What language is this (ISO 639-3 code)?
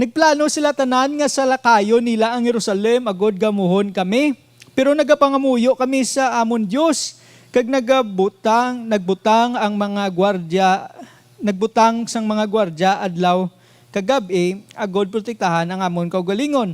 hil